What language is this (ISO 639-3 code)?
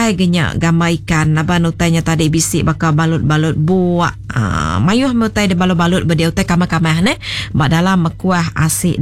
iba